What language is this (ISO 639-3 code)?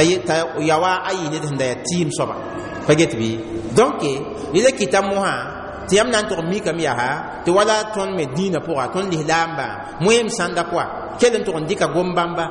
mos